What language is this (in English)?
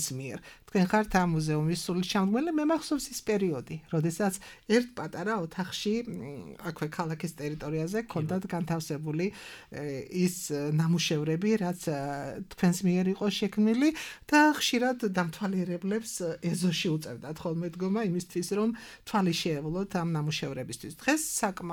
Georgian